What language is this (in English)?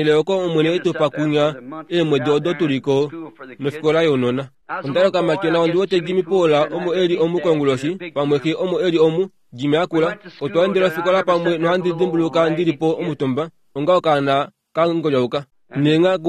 Kuanyama